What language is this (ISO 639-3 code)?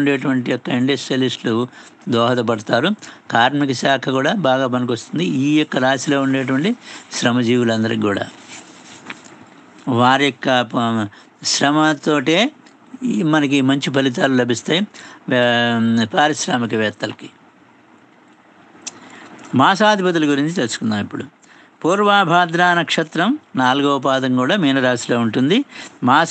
tel